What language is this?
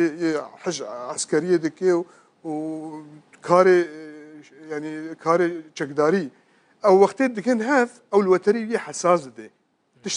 Kurdish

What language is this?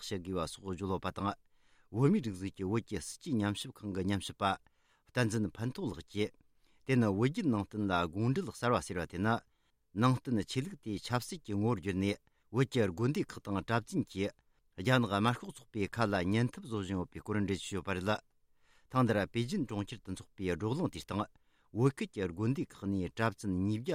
Tibetan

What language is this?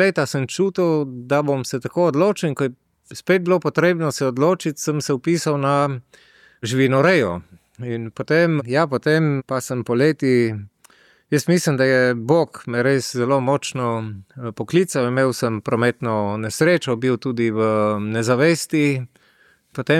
Slovenian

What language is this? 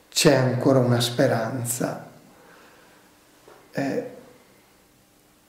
Italian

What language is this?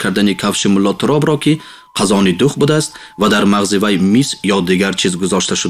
Tajik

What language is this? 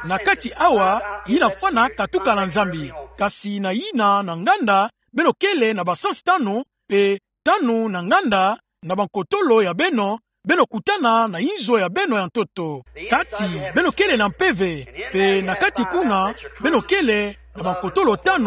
Kituba (Democratic Republic of Congo)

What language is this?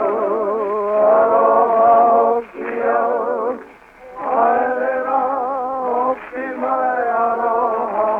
Māori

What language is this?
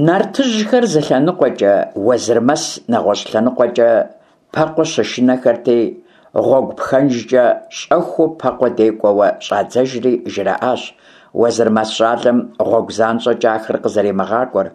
Kabardian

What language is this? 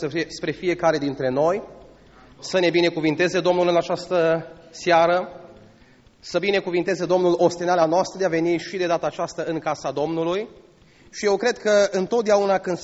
Romanian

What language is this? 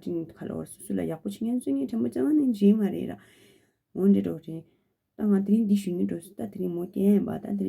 Tibetan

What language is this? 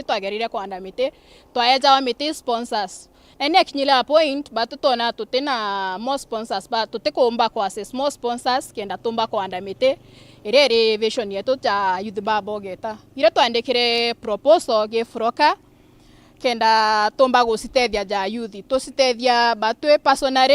Meru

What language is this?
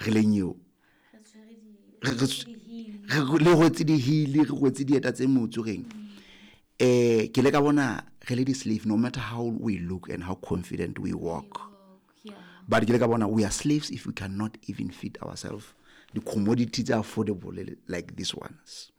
Southern Sotho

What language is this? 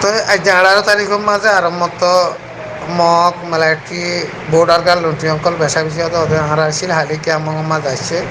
Rohingya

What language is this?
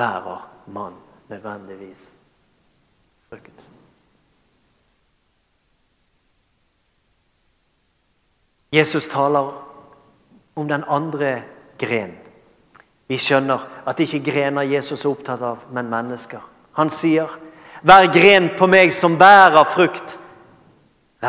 Norwegian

